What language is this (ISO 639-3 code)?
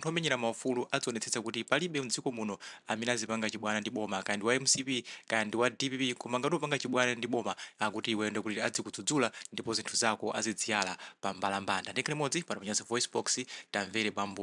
nya